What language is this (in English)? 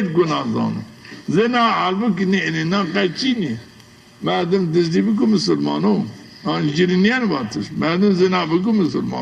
Zaza